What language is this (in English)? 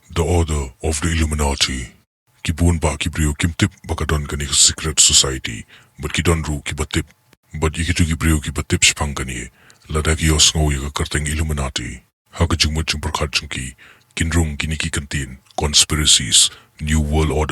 Khasi